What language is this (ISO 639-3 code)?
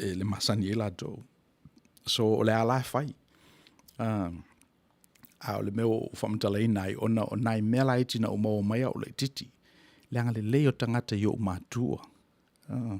smo